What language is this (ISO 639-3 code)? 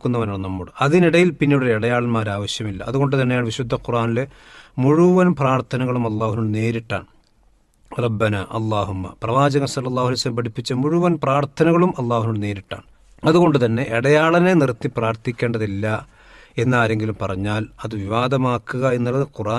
mal